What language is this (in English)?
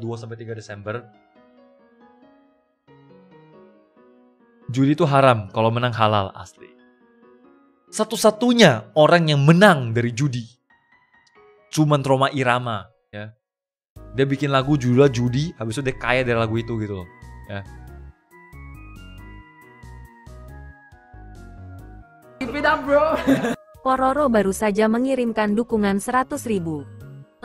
Indonesian